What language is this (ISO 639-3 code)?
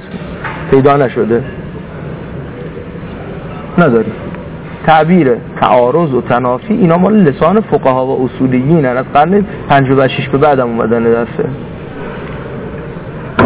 fas